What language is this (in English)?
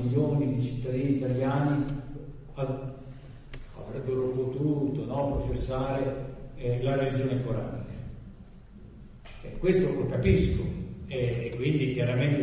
Italian